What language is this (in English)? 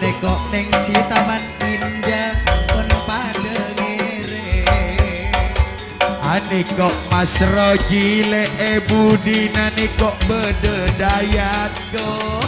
Madurese